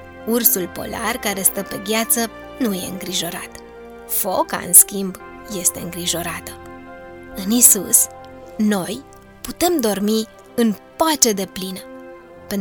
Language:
Romanian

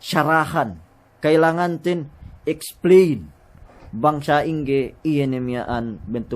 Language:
Yakan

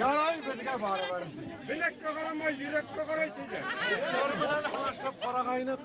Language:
Bashkir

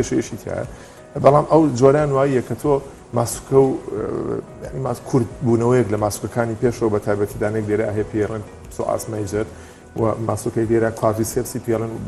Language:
Central Kurdish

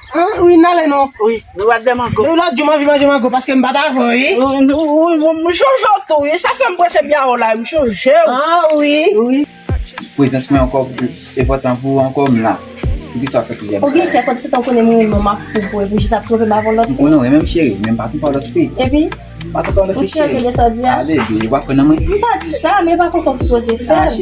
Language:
Haitian Creole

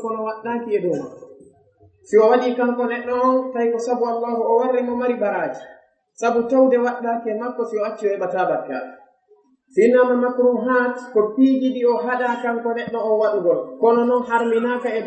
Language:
Fula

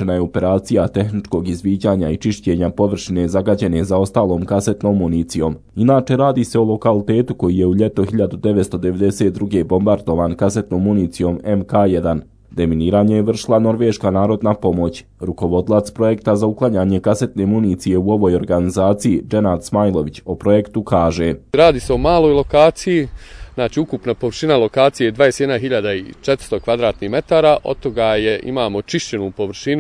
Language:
Bosnian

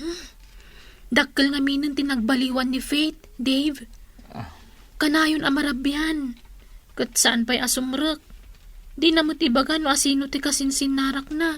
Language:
Iloko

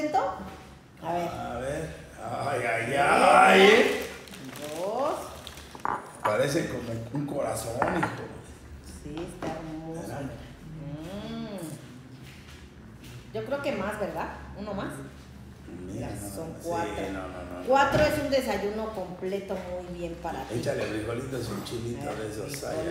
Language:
Spanish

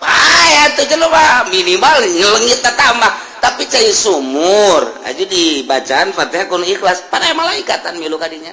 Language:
Sundanese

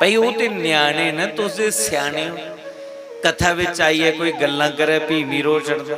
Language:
Dogri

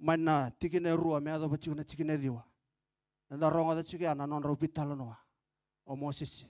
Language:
Fijian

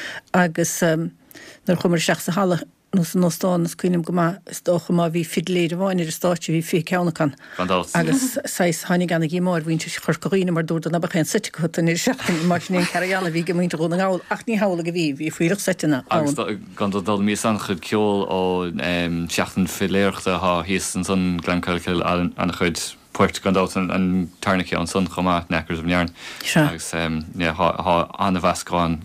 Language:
Irish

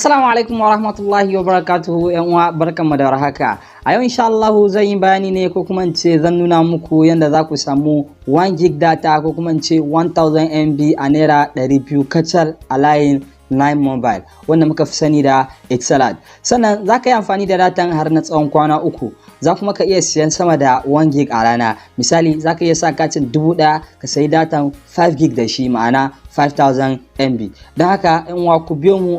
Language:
Hausa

